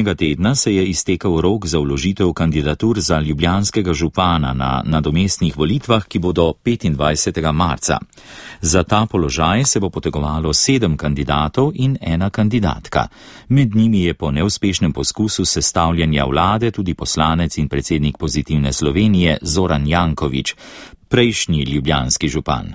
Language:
Slovenian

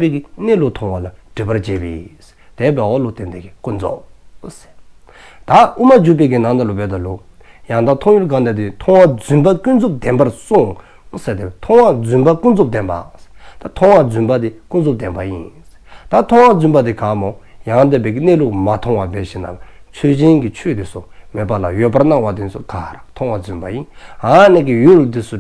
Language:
Dzongkha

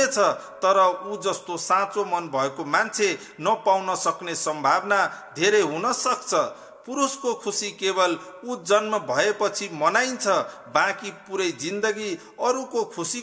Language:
Nepali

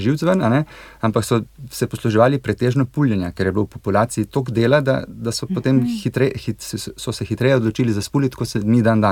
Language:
Slovenian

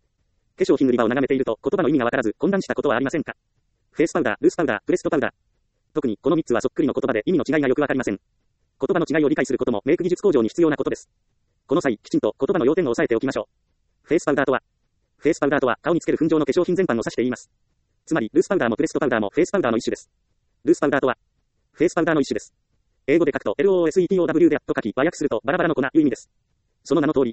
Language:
Japanese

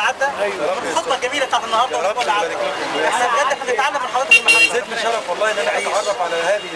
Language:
Egyptian Arabic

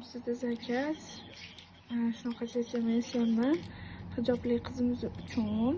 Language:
Uzbek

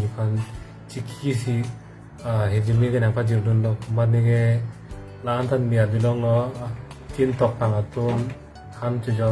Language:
Karbi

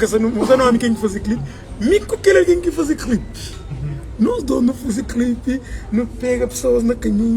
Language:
Kabuverdianu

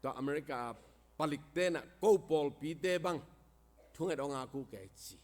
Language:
Tedim Chin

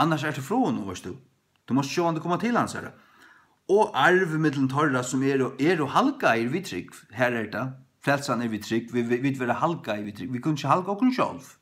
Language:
Faroese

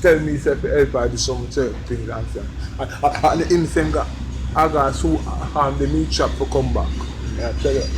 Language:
Jamaican Creole English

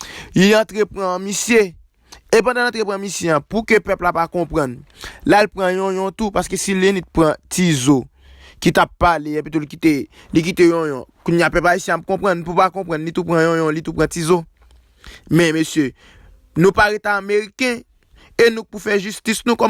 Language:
Haitian Creole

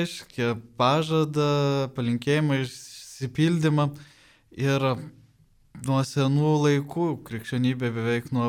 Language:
Lithuanian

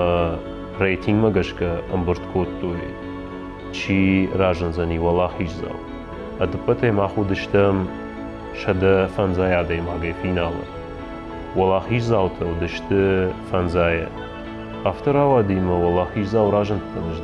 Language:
Ossetic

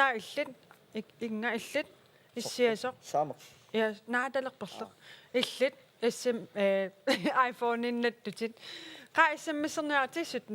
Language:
Kalaallisut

